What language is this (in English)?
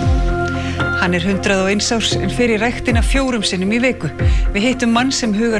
Icelandic